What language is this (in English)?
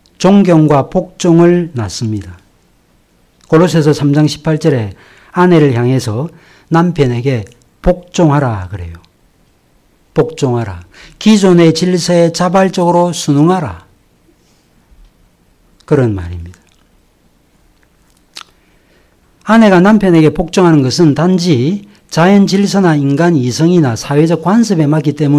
Korean